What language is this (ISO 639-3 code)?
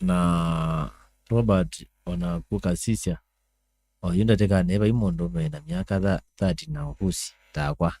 kam